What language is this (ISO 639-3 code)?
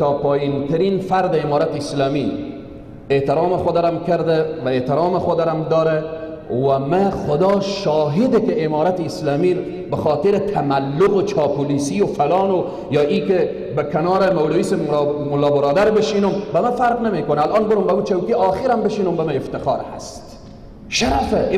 fas